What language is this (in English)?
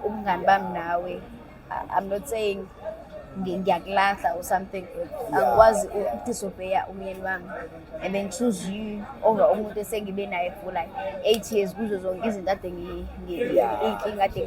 Zulu